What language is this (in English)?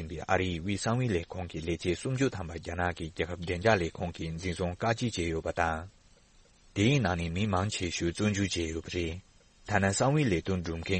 Tibetan